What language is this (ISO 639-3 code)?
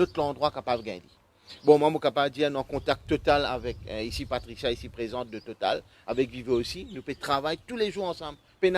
mfe